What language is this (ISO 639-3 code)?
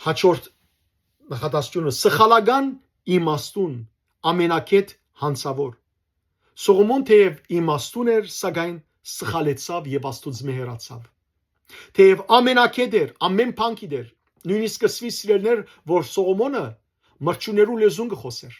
hyw